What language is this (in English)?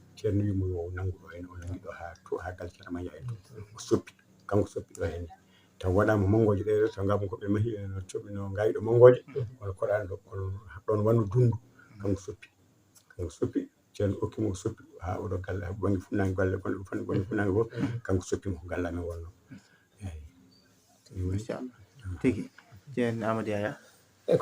Fula